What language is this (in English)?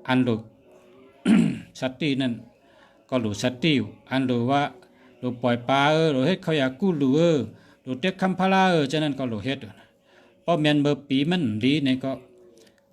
Shan